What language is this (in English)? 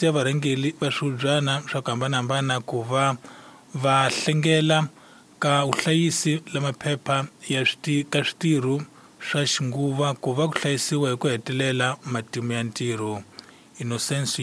Tsonga